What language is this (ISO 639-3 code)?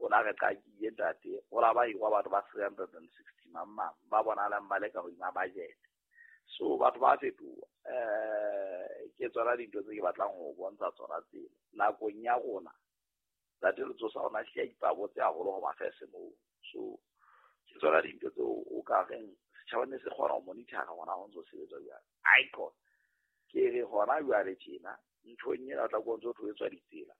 sot